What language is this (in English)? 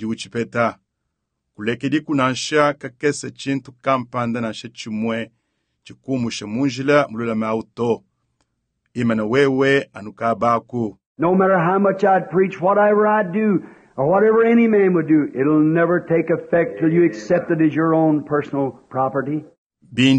Luba-Lulua